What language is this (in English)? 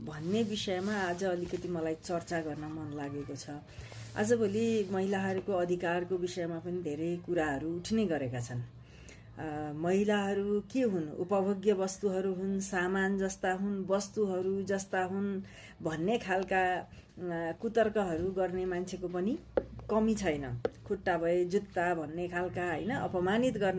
Nepali